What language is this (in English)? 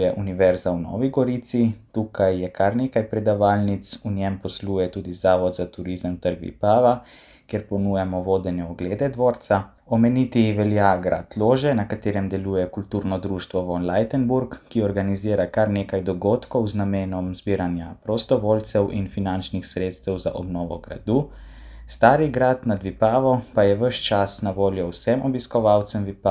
Slovenian